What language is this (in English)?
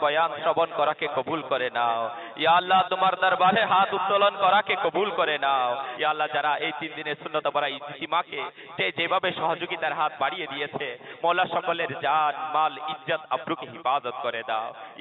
Bangla